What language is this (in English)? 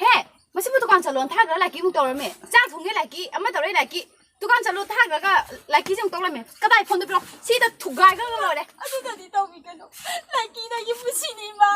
Manipuri